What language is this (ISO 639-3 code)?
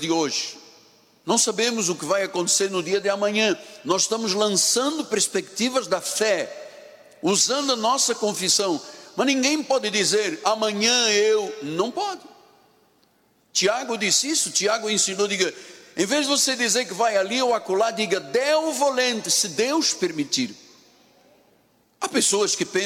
por